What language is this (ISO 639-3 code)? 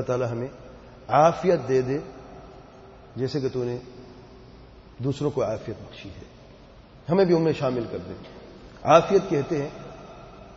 urd